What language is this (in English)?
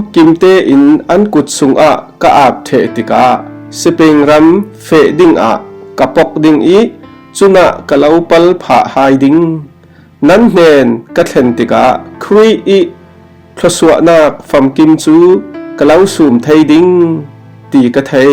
Falam Chin